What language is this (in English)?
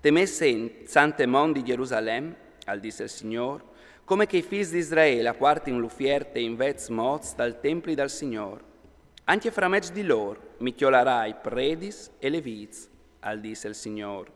Friulian